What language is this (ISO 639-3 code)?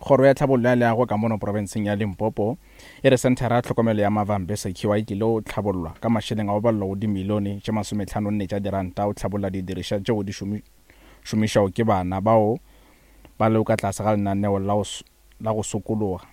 nso